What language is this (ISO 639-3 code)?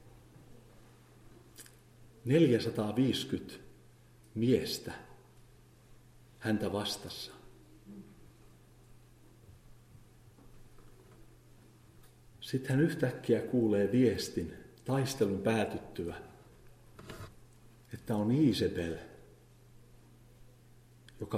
fin